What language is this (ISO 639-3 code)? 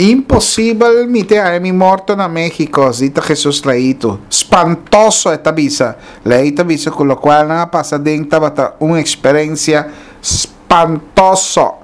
pap